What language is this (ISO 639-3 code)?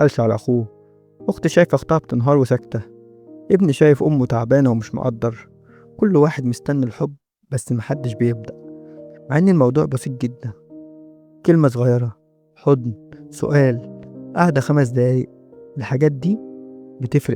arz